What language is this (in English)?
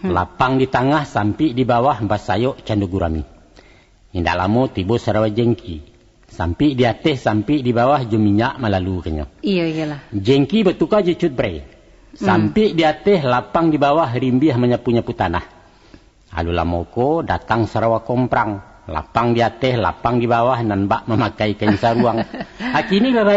Minangkabau